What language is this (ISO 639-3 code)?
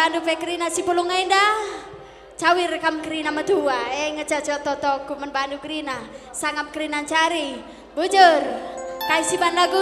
btx